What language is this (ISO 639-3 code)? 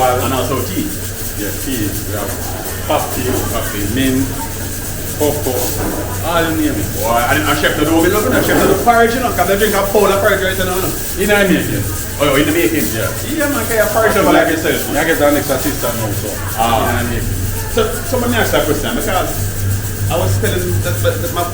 jam